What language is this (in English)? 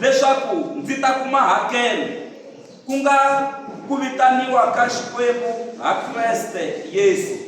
Tsonga